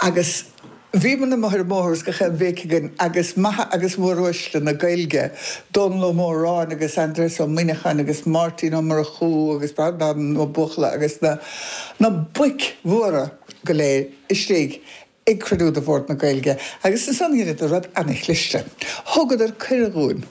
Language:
Irish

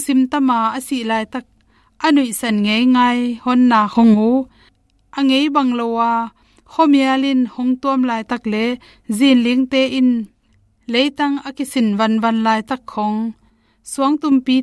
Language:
Tedim Chin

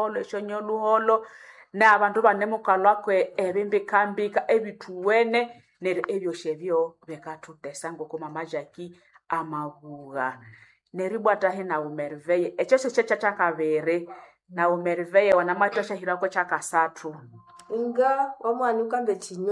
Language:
Nande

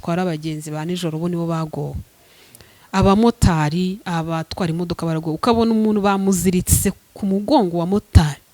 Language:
Kinyarwanda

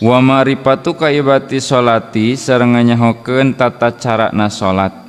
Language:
Sundanese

